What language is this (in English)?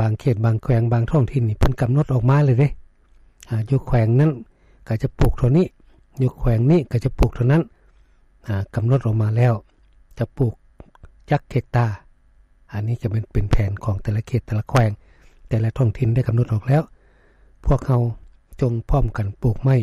Lao